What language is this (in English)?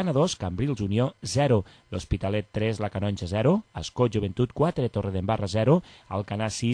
Catalan